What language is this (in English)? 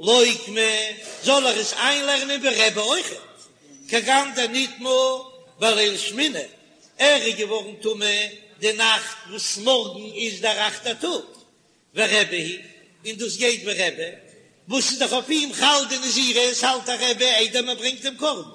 Yiddish